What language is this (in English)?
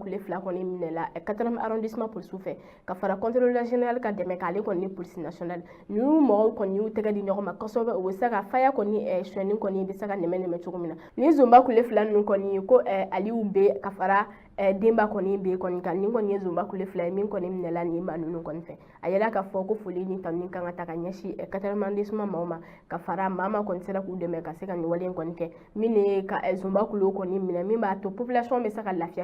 Bambara